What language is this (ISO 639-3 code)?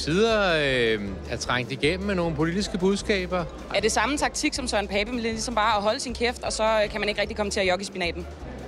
dan